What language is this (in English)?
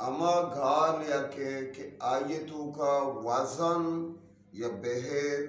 Eastern Balochi